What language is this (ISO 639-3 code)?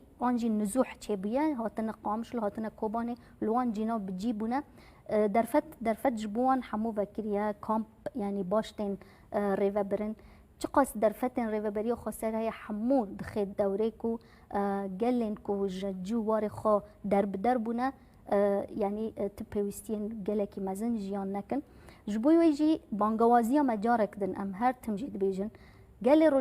kur